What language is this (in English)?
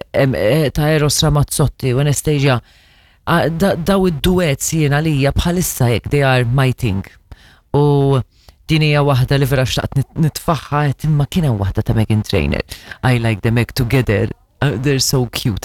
Maltese